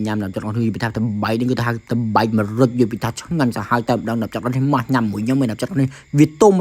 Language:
Khmer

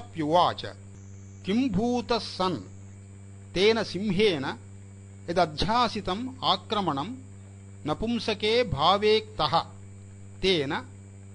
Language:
Sanskrit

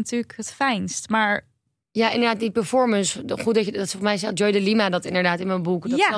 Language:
Dutch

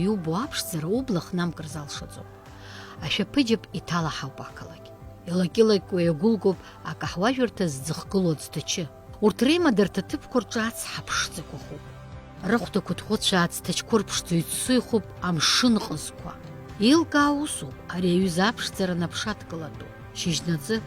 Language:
Abkhazian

